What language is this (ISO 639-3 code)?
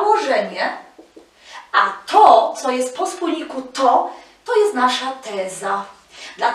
pol